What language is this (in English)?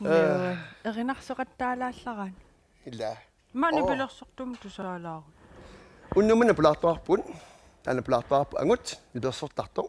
Kalaallisut